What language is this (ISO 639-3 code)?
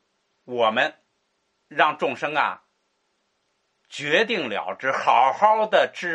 zho